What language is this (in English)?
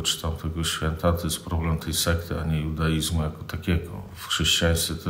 Polish